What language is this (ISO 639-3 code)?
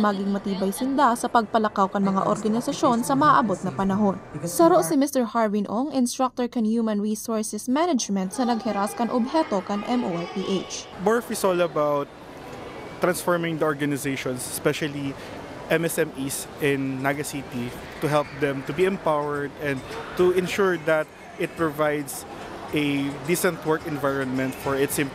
bik